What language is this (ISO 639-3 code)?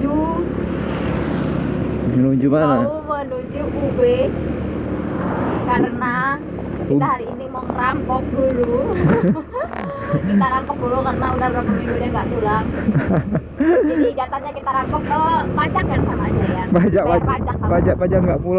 ind